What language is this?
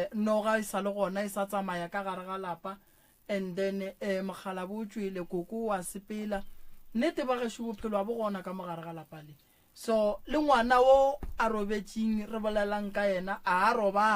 Northern Sotho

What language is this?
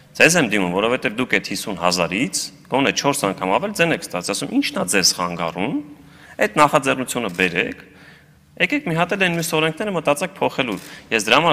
Armenian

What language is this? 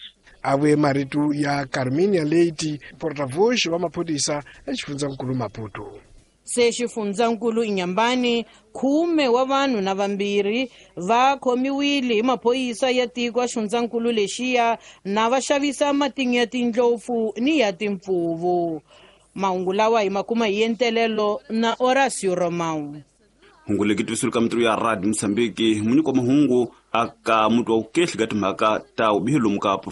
Tsonga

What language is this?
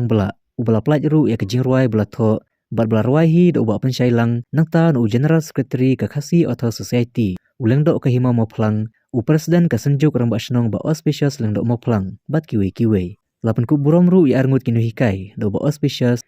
Khasi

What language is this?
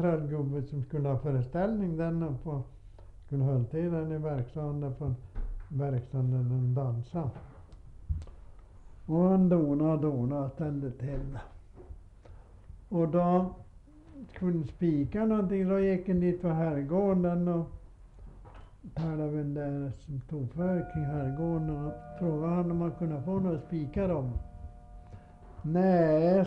Swedish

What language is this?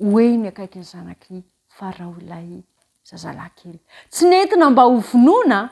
Malagasy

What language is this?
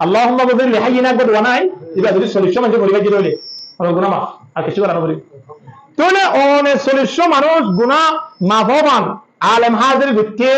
Rohingya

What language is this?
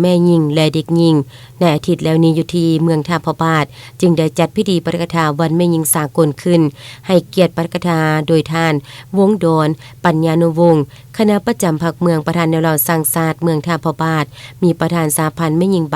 Lao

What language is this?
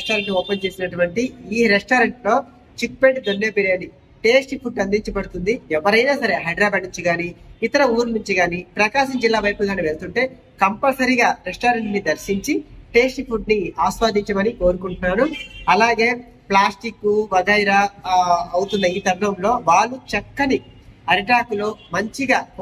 Telugu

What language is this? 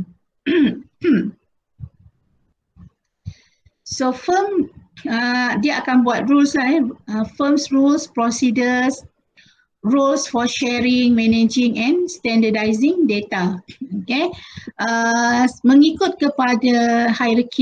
Malay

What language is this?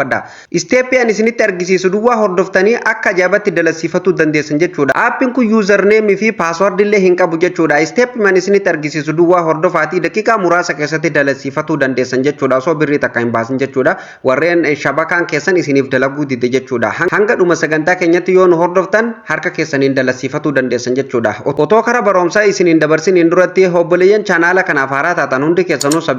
Oromo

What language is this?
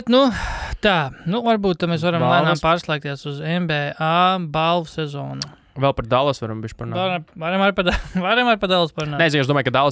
Latvian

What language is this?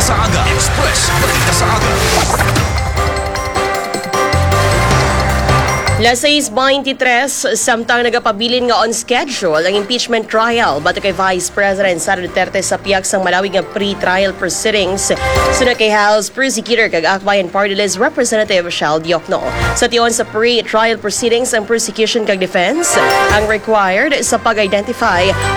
Hiligaynon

